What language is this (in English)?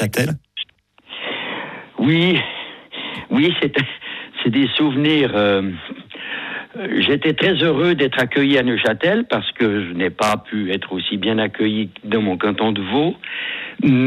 French